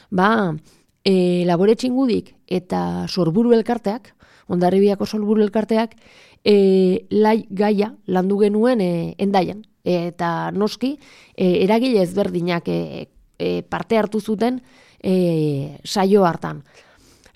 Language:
Basque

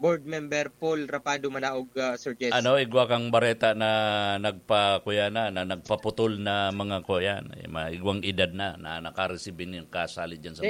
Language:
Bikol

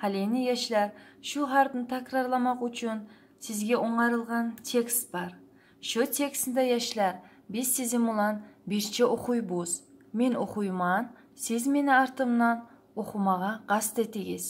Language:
Kumyk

